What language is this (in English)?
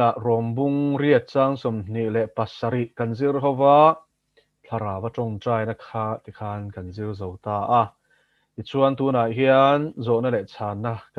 Mizo